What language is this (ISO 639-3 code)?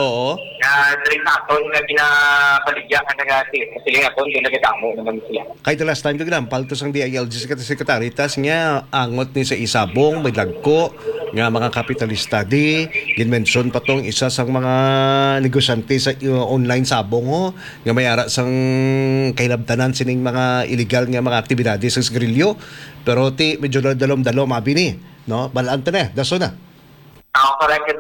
hil